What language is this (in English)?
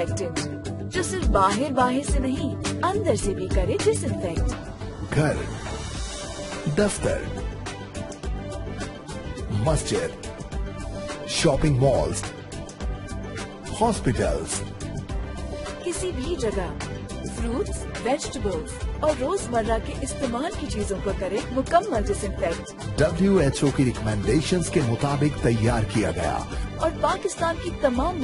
Urdu